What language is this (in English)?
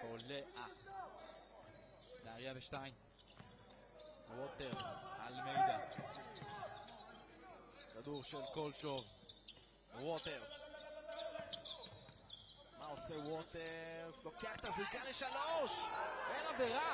Hebrew